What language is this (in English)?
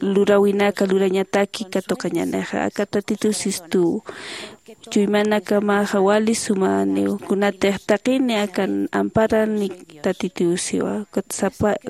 Aymara